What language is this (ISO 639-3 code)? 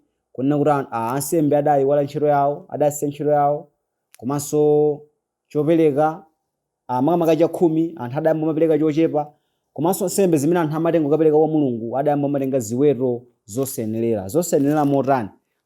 nya